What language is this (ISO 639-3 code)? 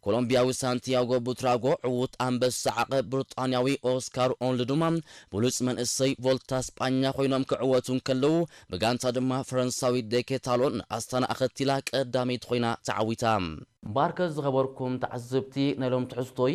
tir